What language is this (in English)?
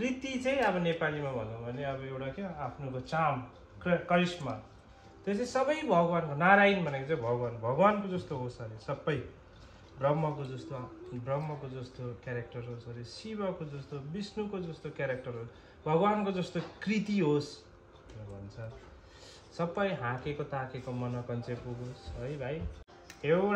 Nepali